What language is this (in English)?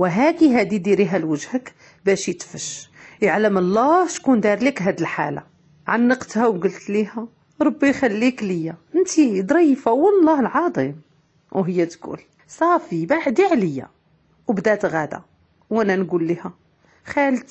Moroccan Arabic